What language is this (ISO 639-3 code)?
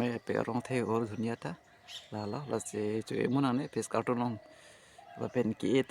mjw